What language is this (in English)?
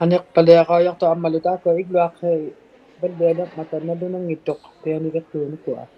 Inuktitut